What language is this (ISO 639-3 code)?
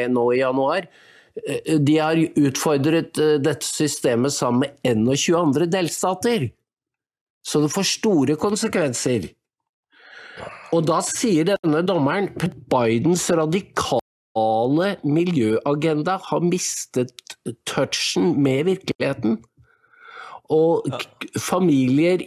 nor